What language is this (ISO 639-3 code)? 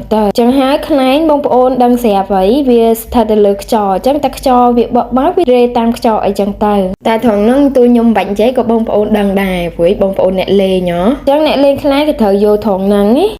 khm